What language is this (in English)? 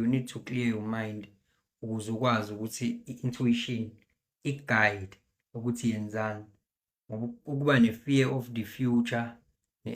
Zulu